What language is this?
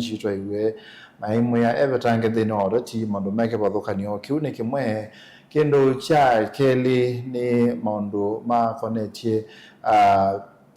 Kamba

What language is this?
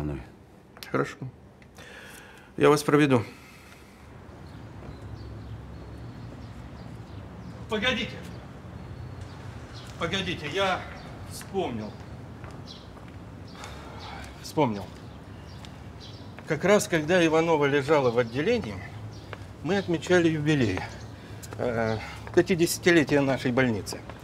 Russian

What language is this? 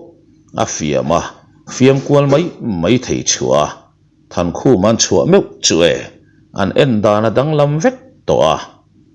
Mizo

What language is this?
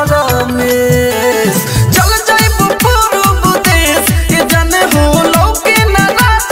Bhojpuri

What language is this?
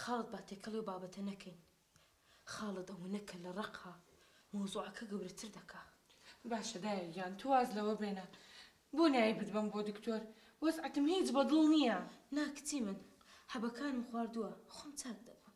Central Kurdish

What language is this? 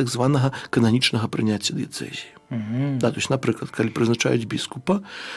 Belarusian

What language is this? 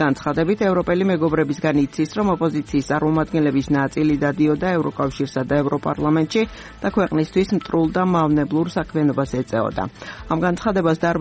Georgian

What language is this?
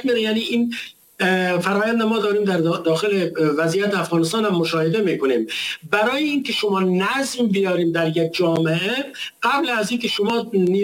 Persian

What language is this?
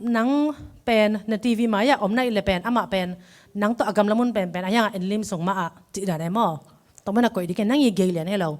Tedim Chin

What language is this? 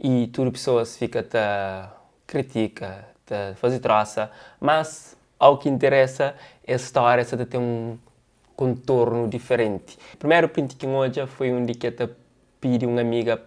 Kabuverdianu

